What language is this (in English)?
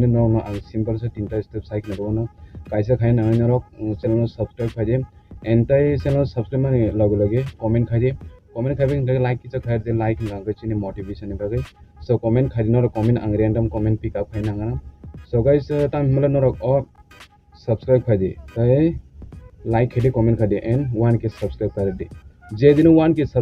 Kok Borok